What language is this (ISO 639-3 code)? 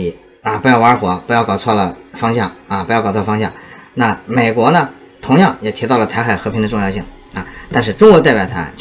zho